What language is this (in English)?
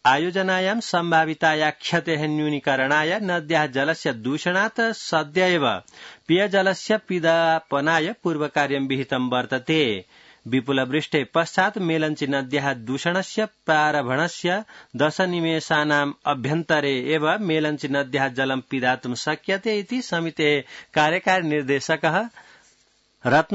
Sanskrit